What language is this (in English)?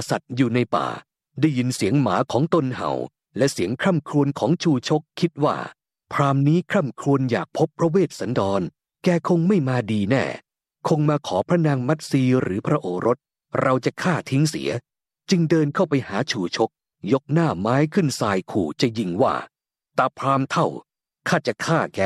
Thai